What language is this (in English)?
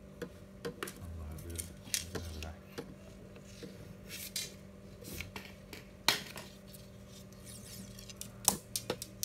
Vietnamese